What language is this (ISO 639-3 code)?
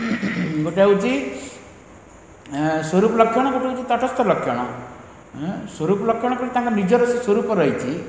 ori